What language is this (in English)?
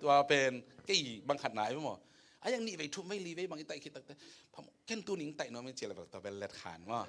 Tedim Chin